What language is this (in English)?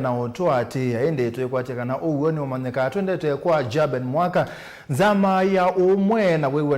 Kamba